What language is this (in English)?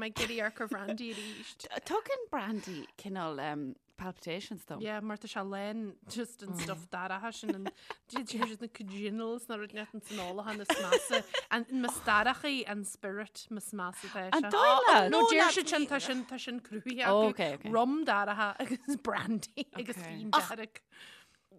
Irish